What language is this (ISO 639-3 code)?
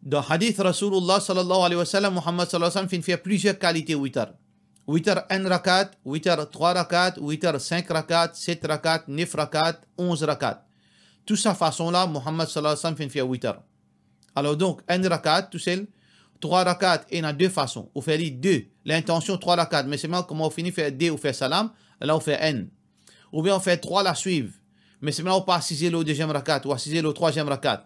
mfe